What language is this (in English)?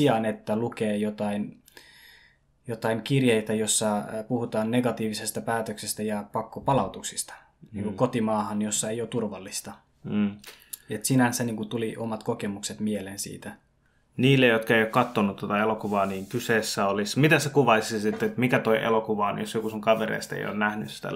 Finnish